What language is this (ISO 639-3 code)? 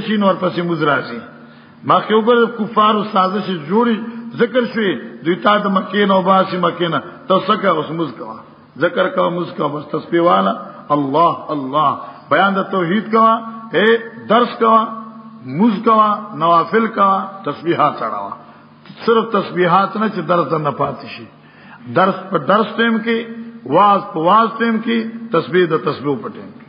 pus